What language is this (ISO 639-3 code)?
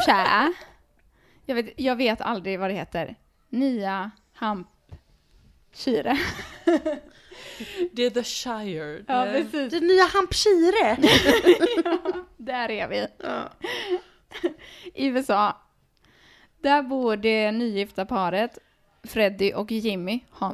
swe